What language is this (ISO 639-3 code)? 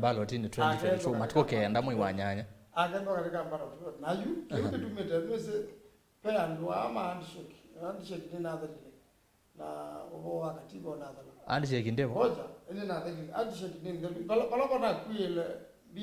kam